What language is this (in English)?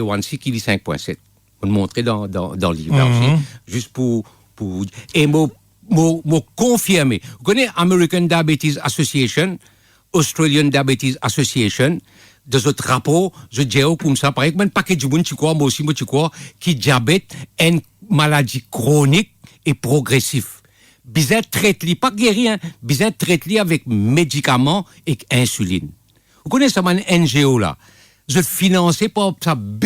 Morisyen